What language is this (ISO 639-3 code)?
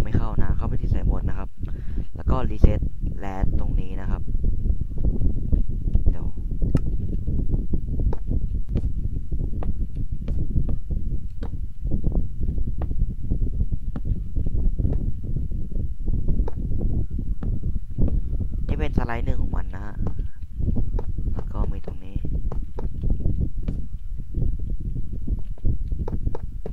tha